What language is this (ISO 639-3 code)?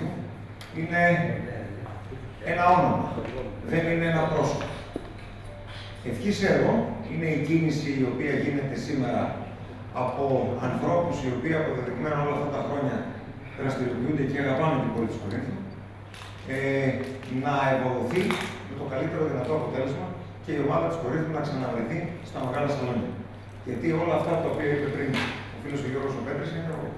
ell